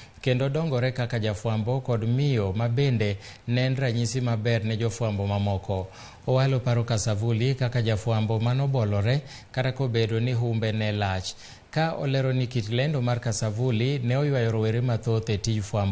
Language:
Luo (Kenya and Tanzania)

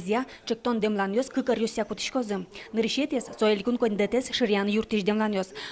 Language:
Udmurt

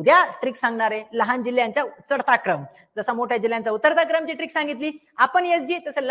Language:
Marathi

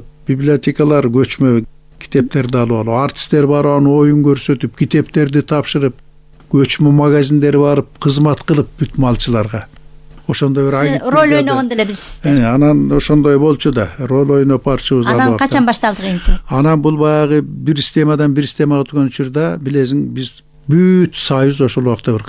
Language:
Kyrgyz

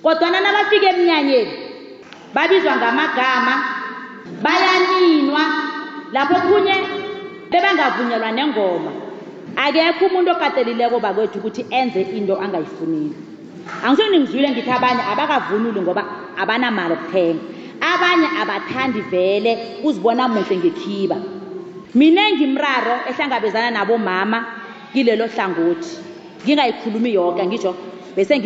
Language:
South Ndebele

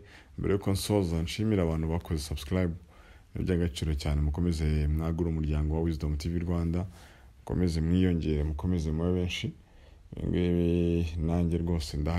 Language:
Kinyarwanda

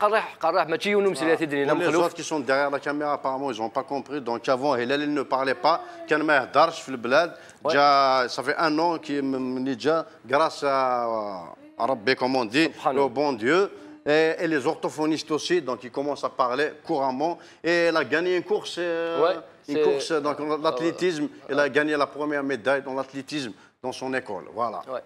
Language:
Kabyle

